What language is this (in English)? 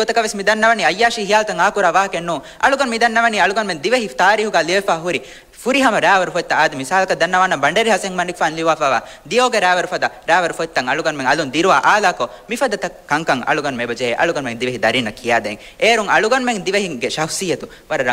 Divehi